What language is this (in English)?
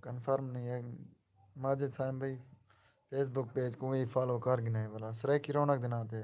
Saraiki